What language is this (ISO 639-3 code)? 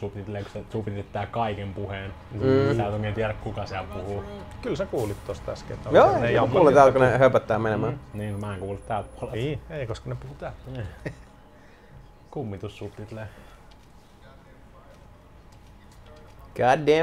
fin